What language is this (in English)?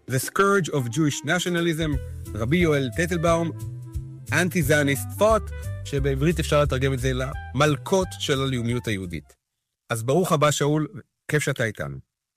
Hebrew